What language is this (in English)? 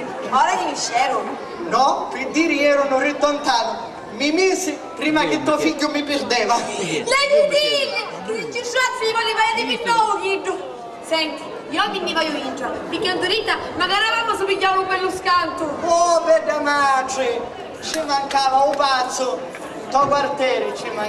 Sicilian